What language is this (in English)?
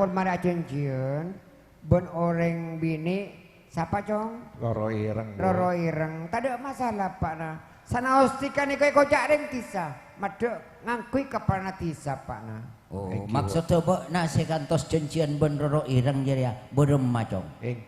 Madurese